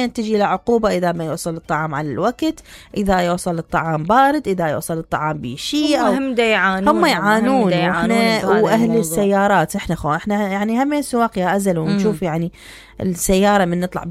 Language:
Mesopotamian Arabic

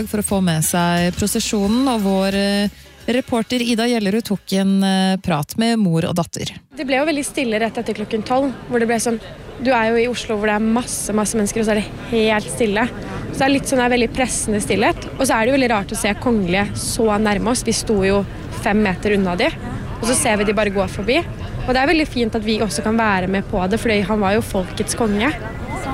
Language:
Norwegian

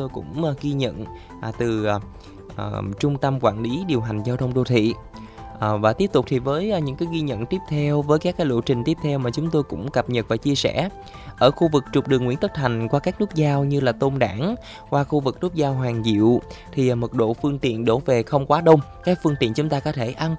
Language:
Vietnamese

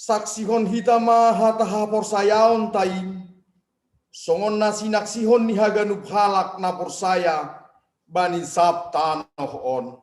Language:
Batak Simalungun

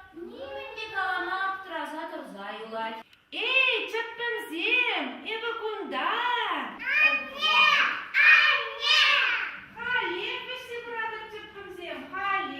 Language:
Chuvash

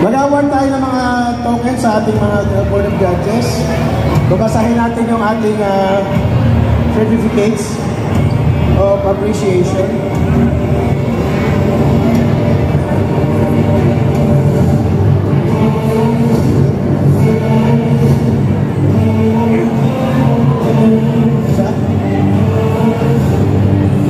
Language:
Filipino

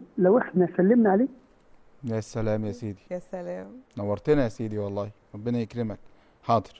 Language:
Egyptian Arabic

